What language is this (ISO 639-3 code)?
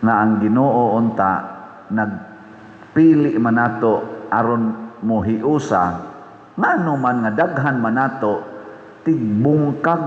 ceb